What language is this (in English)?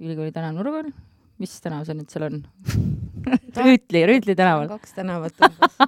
Estonian